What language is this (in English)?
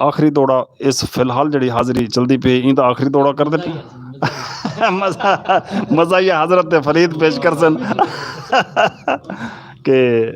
Saraiki